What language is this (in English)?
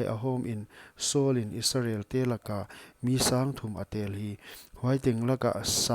Paite Chin